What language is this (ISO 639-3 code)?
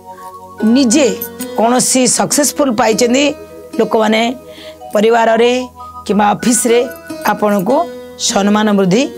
ori